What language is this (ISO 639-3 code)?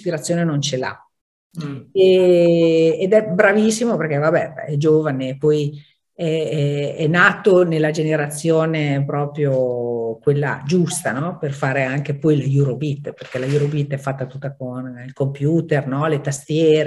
ita